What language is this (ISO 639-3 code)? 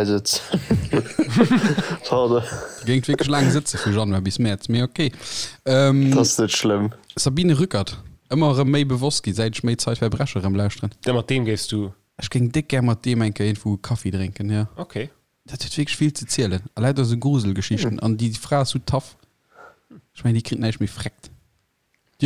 ltz